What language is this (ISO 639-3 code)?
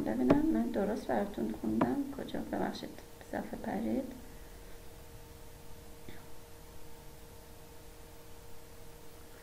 fas